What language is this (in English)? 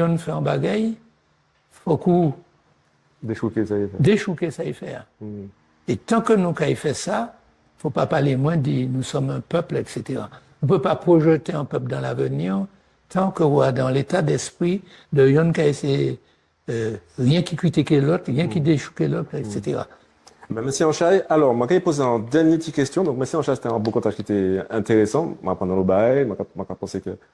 Guadeloupean Creole French